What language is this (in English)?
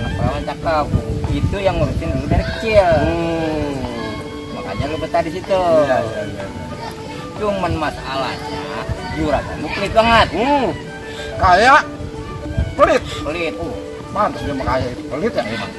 Betawi